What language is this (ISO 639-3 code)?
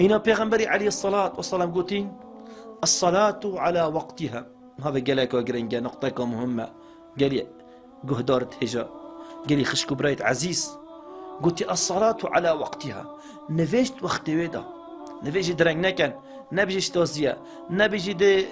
kur